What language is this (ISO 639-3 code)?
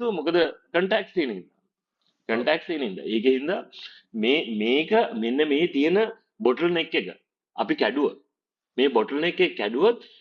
sin